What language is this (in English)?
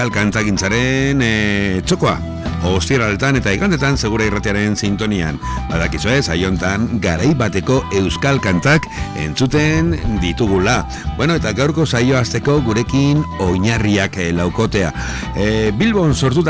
Basque